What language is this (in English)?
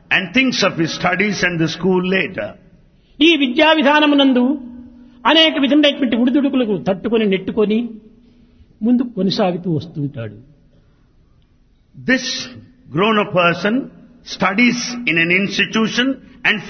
Telugu